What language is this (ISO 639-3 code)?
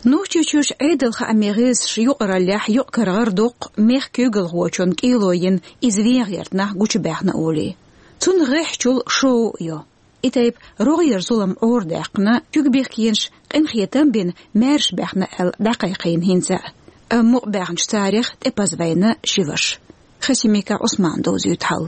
che